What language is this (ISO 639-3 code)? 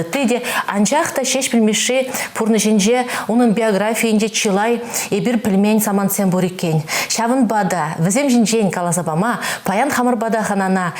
chv